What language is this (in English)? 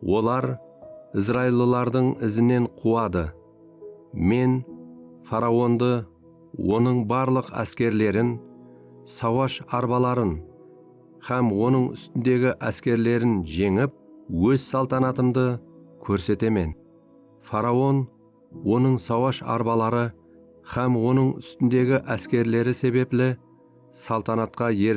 Kara-Kalpak